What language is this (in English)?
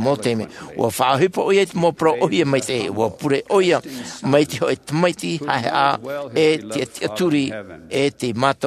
Tahitian